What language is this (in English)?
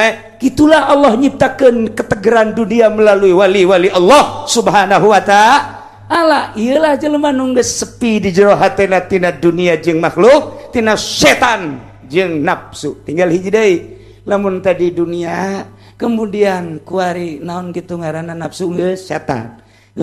Sundanese